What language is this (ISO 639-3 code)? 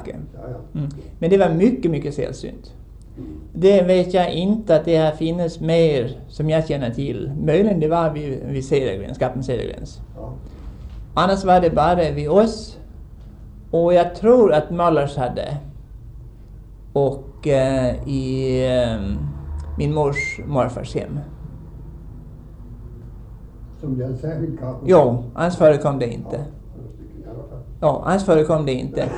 swe